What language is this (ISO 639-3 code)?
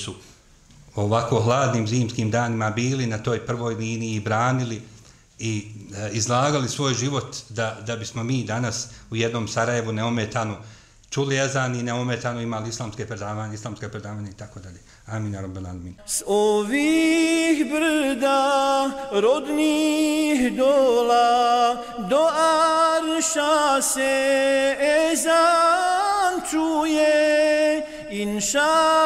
bos